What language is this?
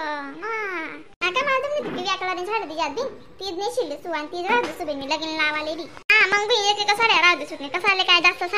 Khandesi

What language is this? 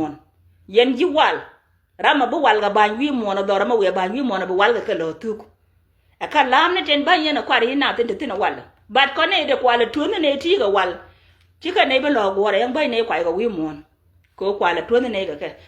Nuer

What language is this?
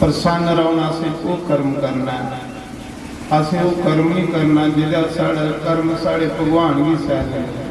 Dogri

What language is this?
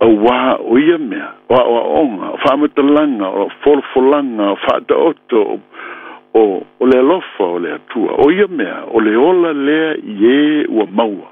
Samoan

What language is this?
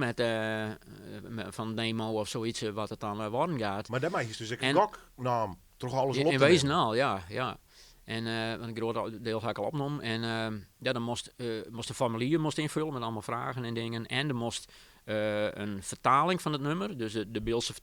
Western Frisian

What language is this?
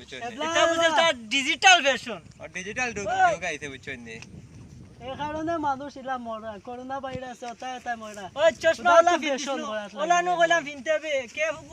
Sylheti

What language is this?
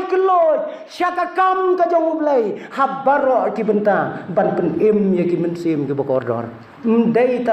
Khasi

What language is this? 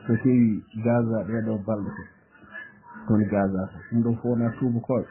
Fula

